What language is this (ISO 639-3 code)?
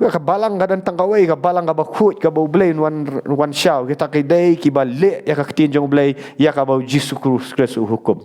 kha